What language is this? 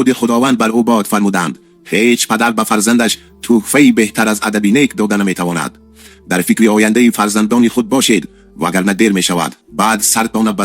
Tajik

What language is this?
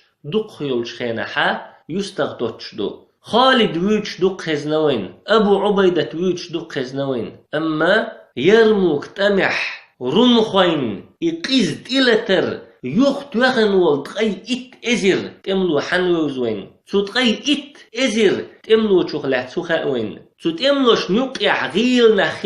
Chechen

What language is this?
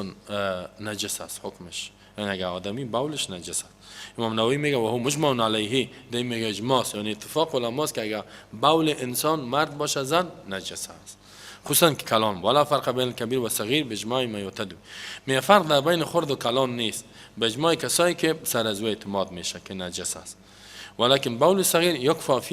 Persian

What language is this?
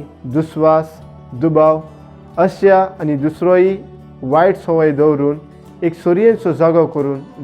Konkani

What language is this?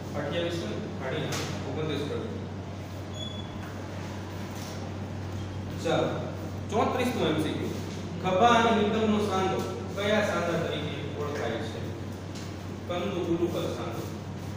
Gujarati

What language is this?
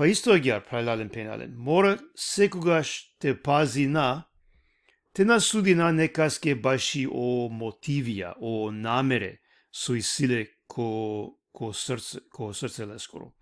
Balkan Romani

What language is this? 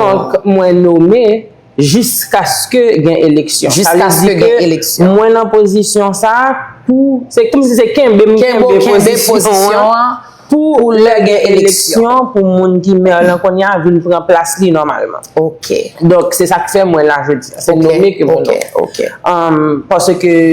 Haitian Creole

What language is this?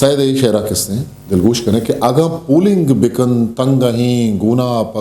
Eastern Balochi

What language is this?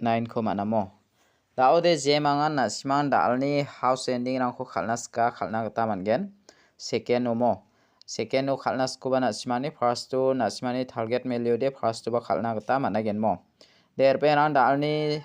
Garo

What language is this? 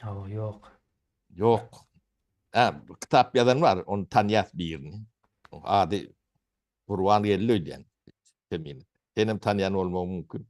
Turkmen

